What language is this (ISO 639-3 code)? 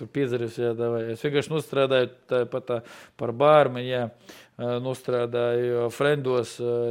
lav